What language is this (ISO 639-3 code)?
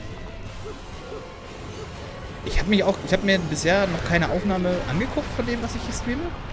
deu